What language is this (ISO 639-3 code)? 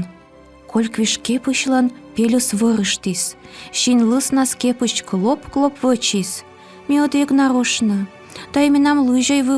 kom